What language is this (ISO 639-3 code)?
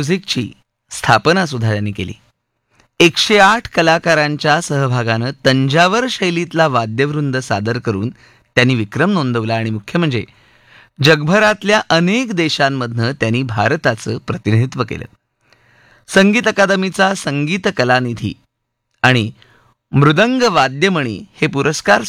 mar